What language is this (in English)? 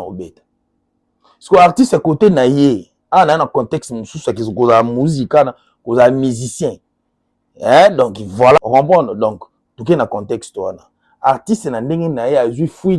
Lingala